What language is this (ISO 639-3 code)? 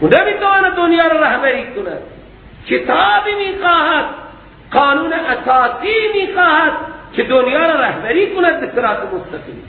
fas